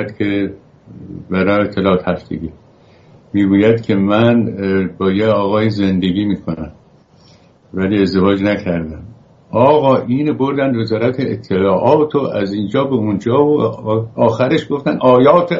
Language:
Persian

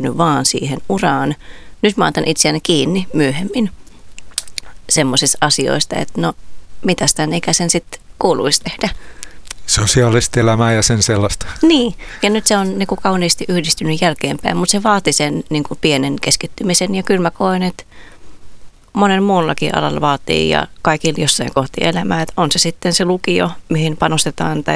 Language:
Finnish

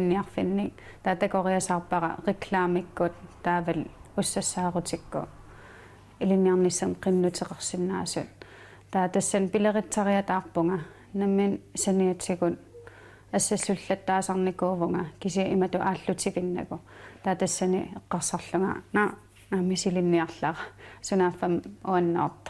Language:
Kalaallisut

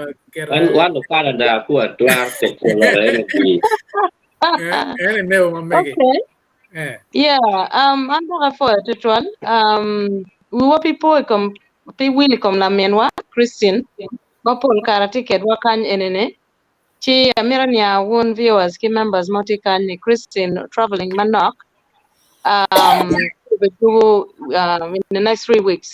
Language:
Acoli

